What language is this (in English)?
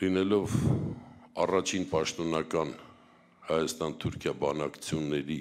Armenian